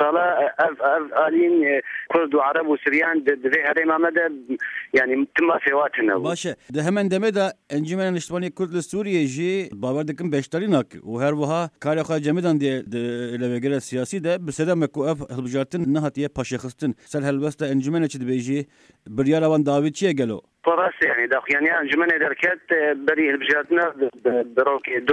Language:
Kurdish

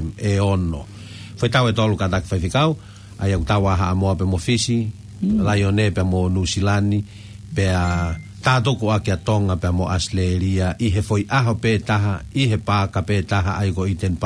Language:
Tongan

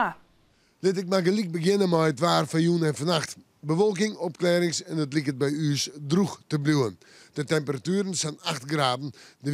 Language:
Western Frisian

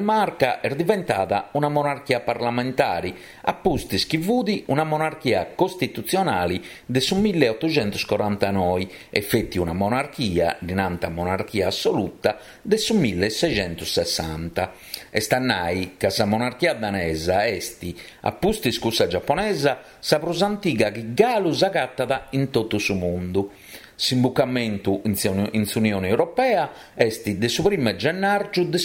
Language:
Sardinian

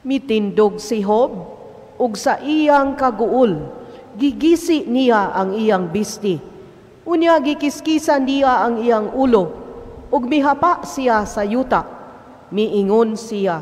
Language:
Cebuano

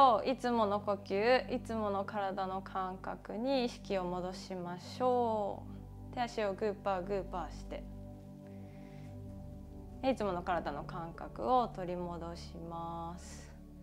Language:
Japanese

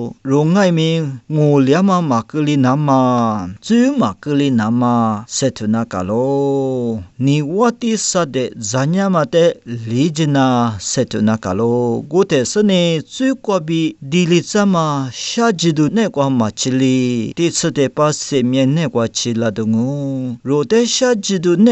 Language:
Lisu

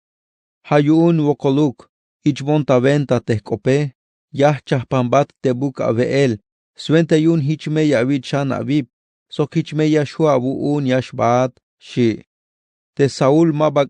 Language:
Tzeltal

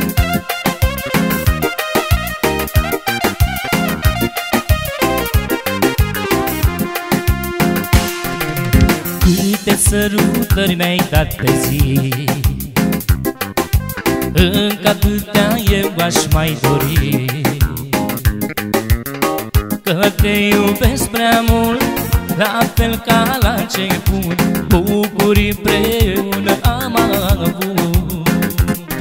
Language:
Romanian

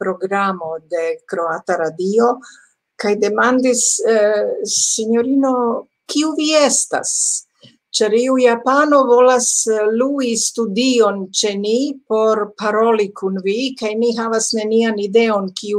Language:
Esperanto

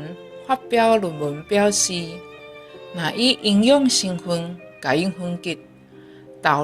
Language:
Min Nan Chinese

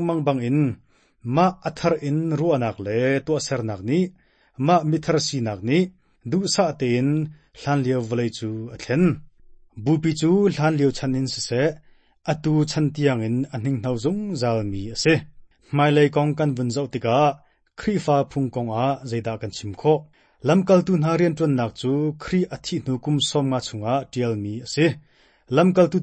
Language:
Hakha Chin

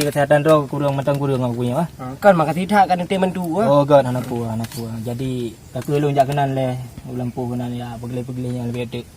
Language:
Achinese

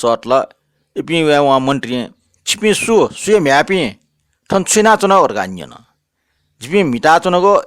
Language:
Newari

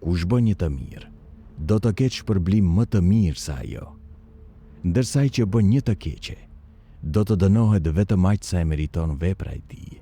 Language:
Albanian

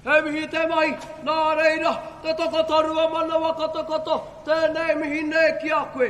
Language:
Māori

